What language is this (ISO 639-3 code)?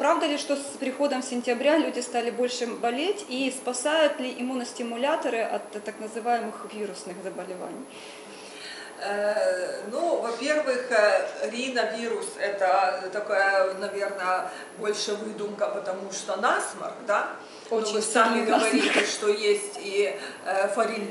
rus